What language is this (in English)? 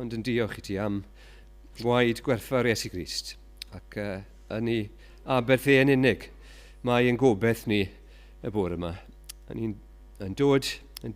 Welsh